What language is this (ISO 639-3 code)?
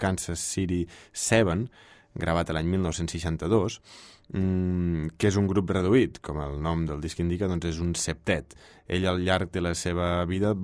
cat